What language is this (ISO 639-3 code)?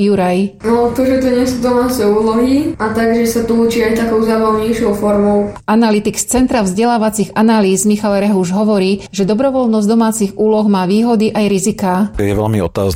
slk